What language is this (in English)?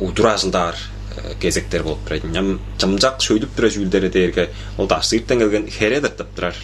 Tuvinian